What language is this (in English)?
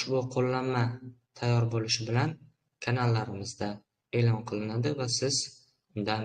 Uzbek